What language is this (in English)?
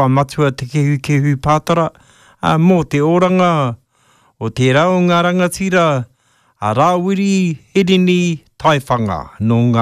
Māori